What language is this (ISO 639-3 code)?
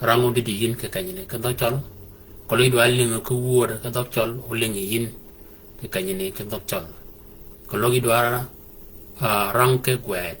shk